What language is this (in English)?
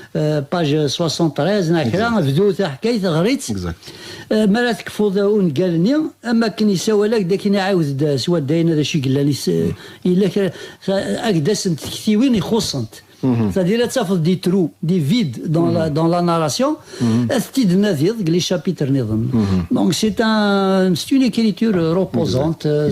Kabyle